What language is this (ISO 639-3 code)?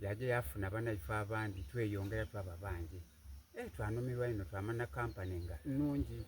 xog